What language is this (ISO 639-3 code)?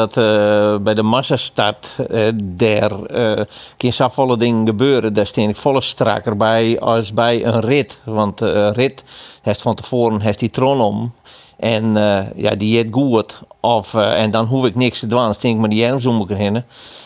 fry